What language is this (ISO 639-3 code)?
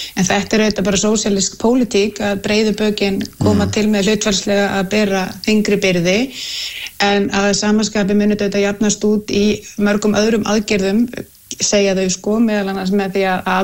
isl